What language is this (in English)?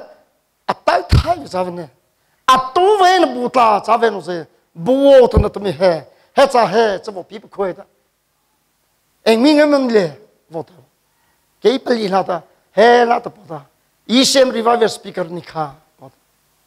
Vietnamese